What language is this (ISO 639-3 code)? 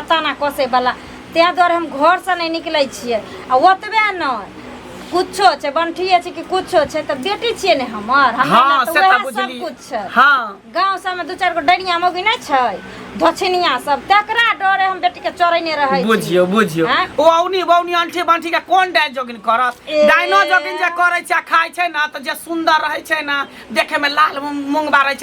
mai